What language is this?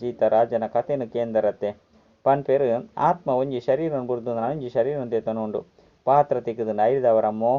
Tulu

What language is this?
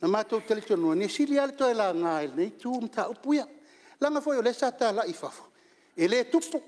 Samoan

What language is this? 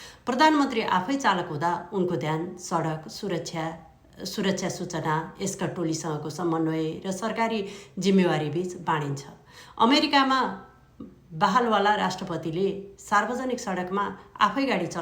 Nepali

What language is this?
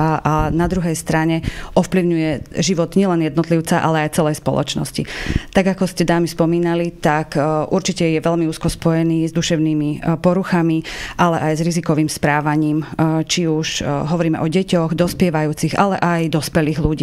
Slovak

